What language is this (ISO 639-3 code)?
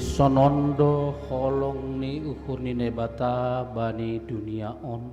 bts